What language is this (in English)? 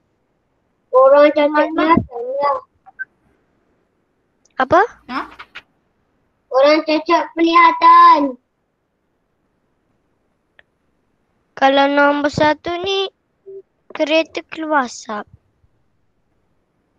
Malay